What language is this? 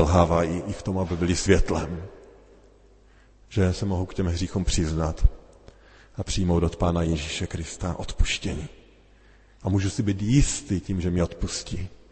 Czech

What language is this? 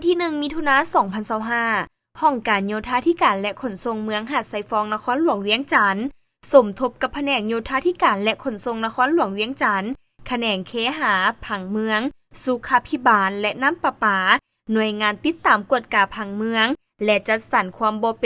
Lao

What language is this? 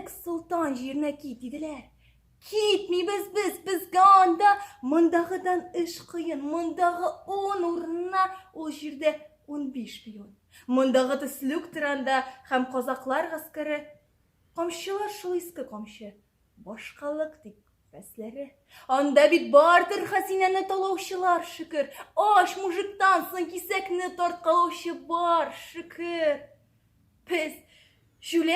Tatar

